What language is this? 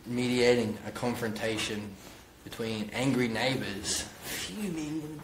English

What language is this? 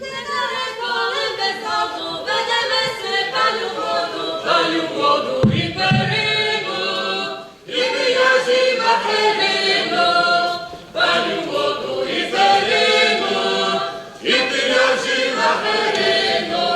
Rusyn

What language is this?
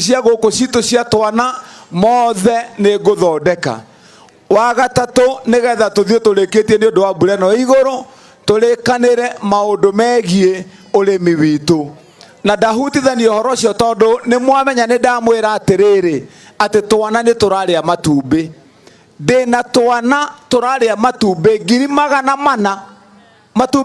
Kikuyu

